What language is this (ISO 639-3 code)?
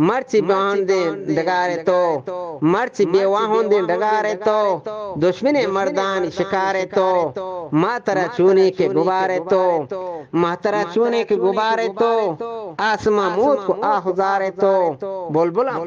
bgp